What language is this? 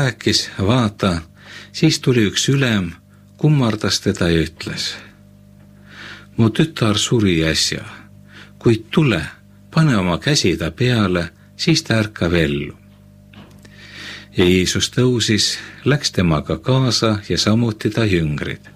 Estonian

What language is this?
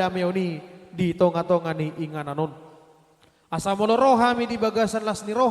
Batak Toba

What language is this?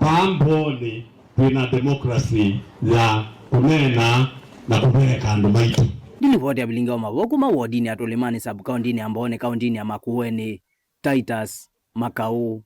Kamba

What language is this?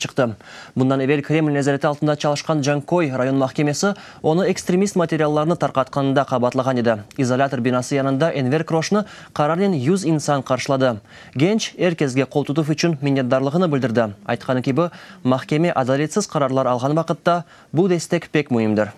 Crimean Tatar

